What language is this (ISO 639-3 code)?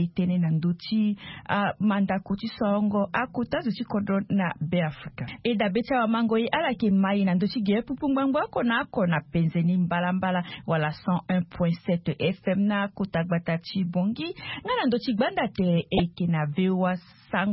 sag